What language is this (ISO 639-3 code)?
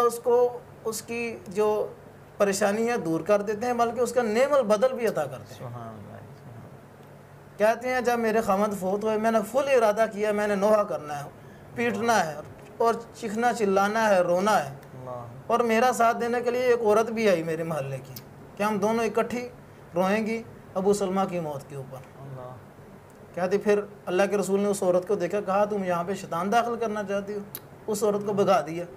urd